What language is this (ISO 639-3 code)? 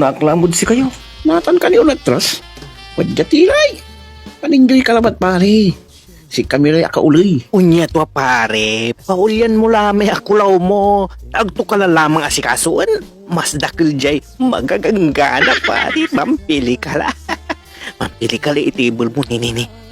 pag